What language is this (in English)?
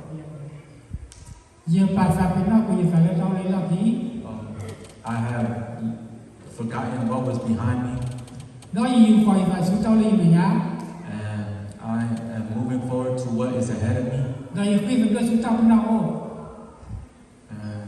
S'gaw Karen